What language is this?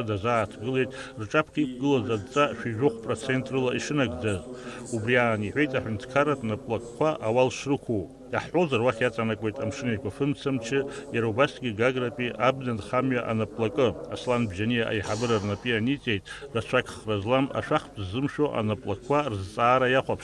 Abkhazian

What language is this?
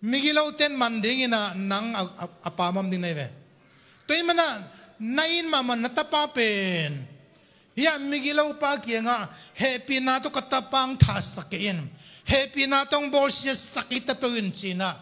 Tedim Chin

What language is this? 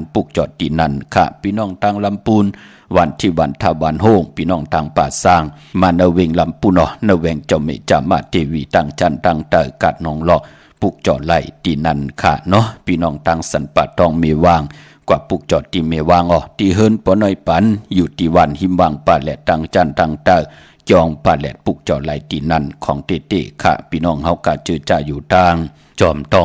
Shan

